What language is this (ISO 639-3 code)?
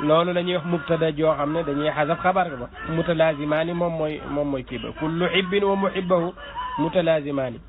wol